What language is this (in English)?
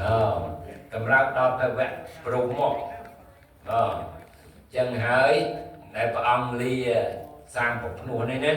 Khmer